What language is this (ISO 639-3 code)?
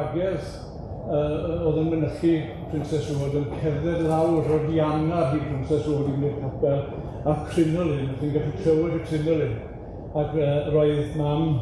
cym